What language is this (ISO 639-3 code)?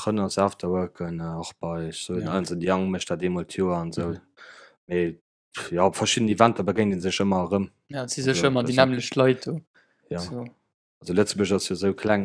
ltz